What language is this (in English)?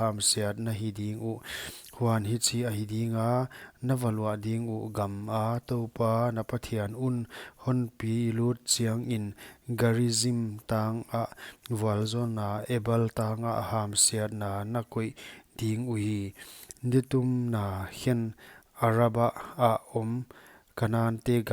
Paite Chin